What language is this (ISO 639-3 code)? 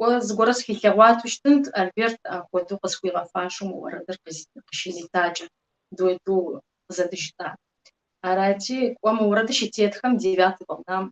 kbd